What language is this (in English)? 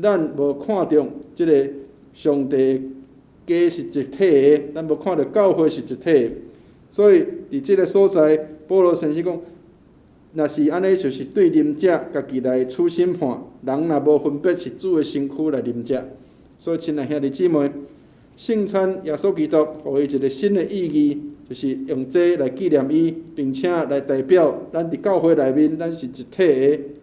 Min Nan Chinese